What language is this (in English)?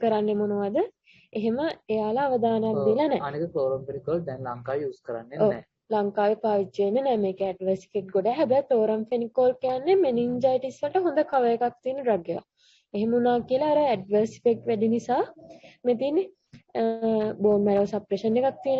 Sinhala